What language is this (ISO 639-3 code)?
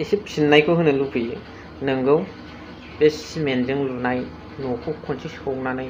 brx